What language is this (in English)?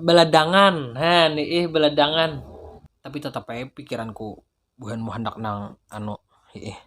Banjar